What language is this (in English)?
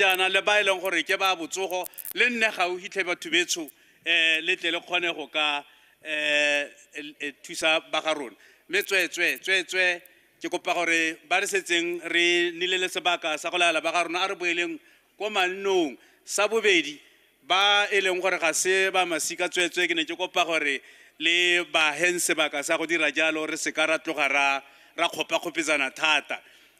Tswana